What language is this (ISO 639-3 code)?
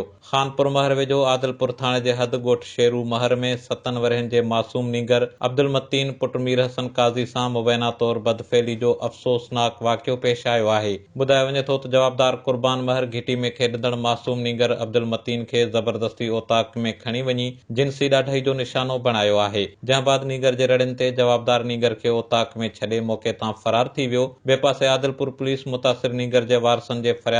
snd